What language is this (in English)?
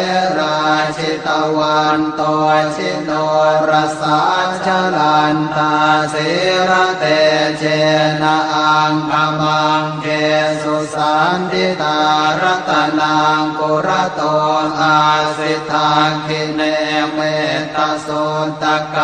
Pali